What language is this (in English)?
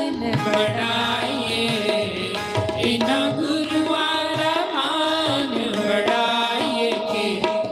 Dogri